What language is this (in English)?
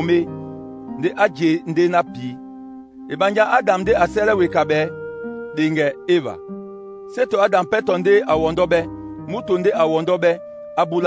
Duala